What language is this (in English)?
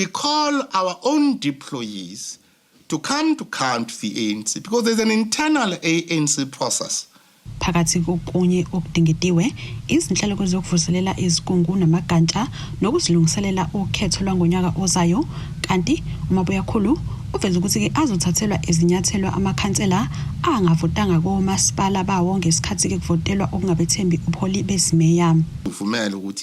Zulu